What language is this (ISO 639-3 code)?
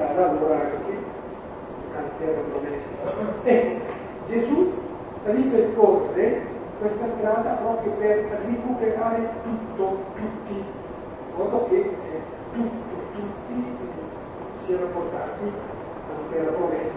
ita